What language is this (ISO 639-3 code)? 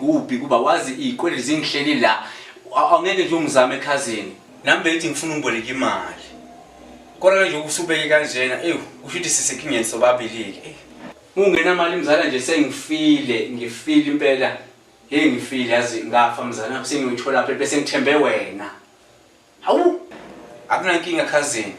zul